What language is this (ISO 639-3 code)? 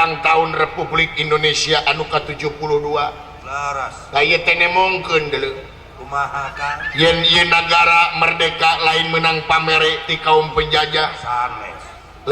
sun